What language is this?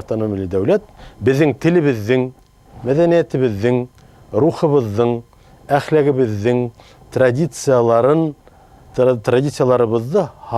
Bashkir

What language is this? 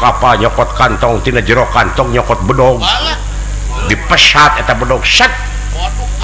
Sundanese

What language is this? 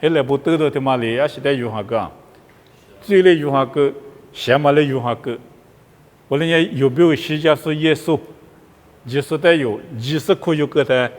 Lisu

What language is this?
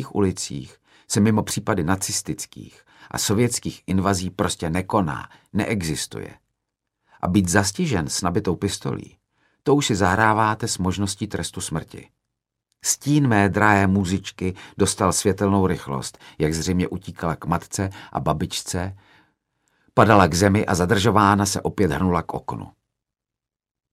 Czech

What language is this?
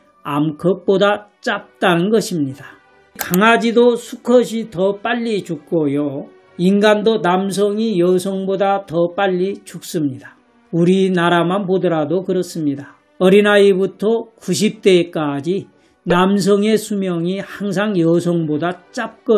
Korean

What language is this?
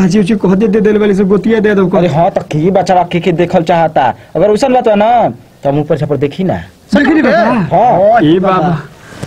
Bhojpuri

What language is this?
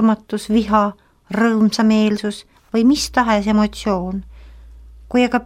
Estonian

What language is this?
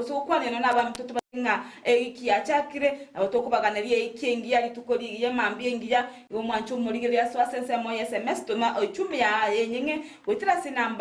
Gusii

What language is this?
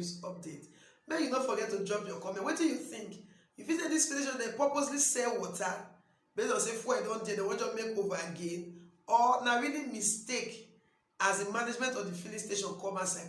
Nigerian Pidgin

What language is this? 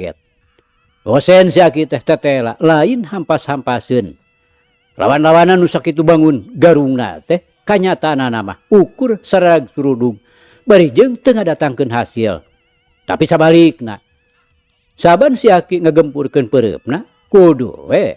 Sundanese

